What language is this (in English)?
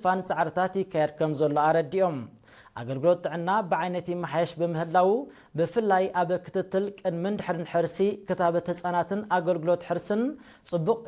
Tigrinya